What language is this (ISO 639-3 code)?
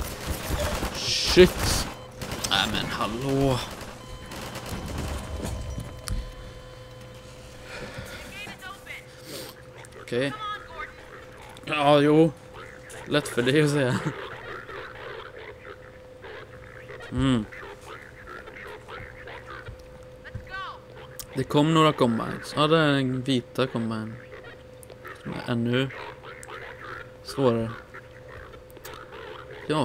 swe